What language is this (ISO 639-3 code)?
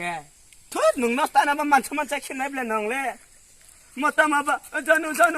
trp